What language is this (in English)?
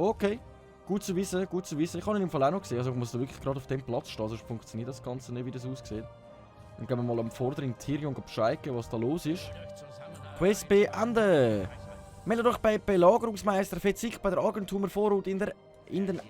Swiss German